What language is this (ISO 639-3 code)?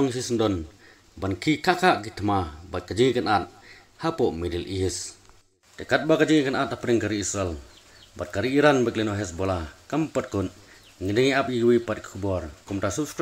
kha